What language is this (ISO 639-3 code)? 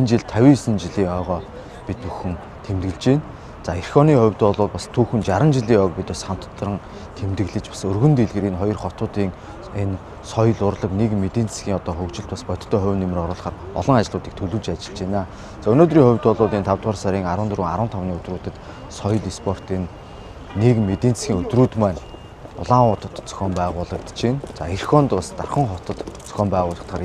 mon